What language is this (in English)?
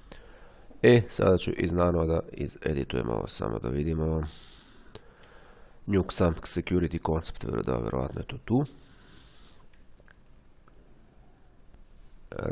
Croatian